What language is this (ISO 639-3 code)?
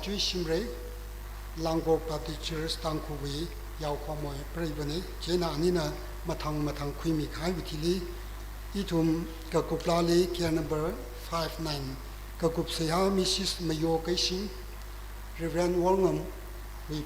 nmf